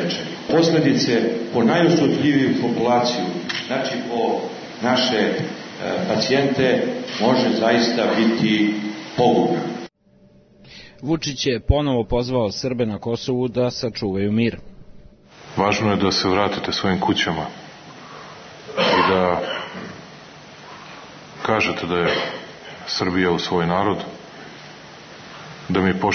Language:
Serbian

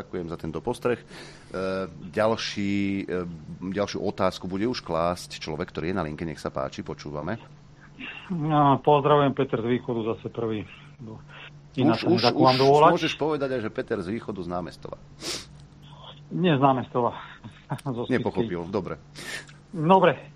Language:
Slovak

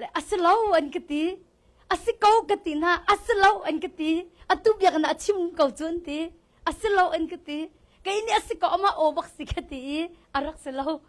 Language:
Hakha Chin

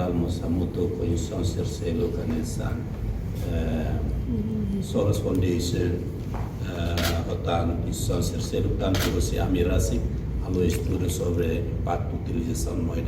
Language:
Tetum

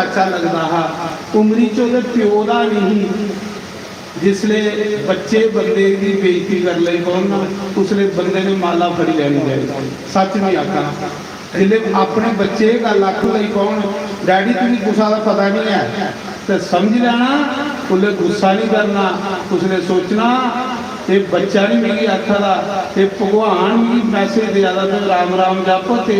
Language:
Dogri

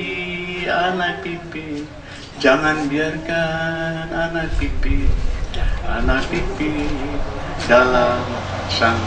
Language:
Banjar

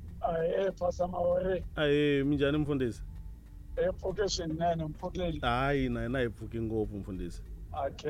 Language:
Tsonga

